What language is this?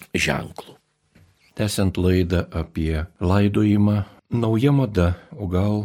Lithuanian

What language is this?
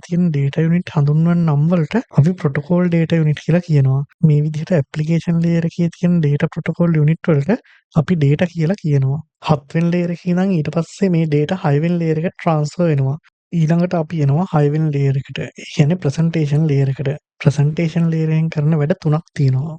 Sinhala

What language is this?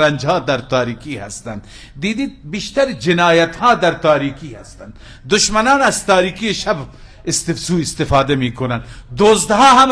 Persian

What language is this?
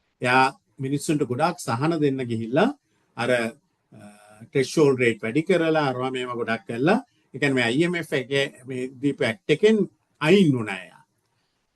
Sinhala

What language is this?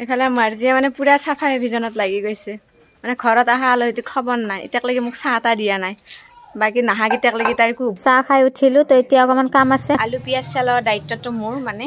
Assamese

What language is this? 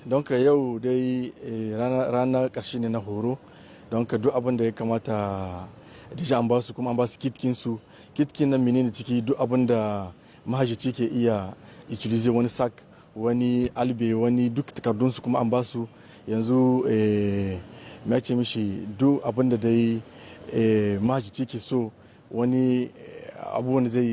Hausa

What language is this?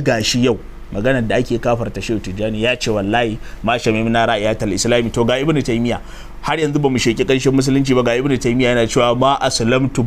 Hausa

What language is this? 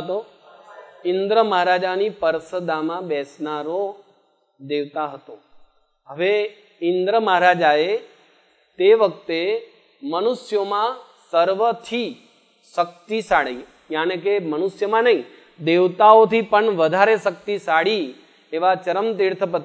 Gujarati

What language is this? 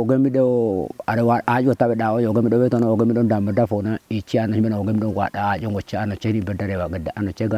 Kafa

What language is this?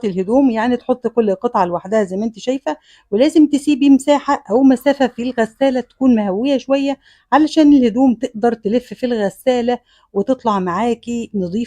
Egyptian Arabic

